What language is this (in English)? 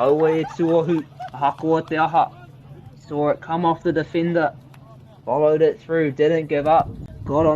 Māori